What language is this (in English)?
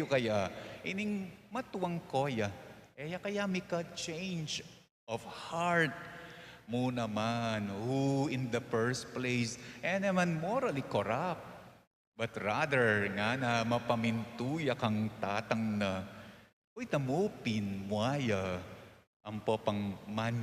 Pampanga